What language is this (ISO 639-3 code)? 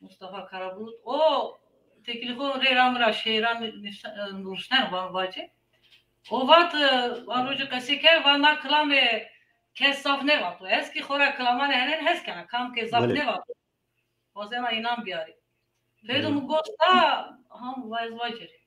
zza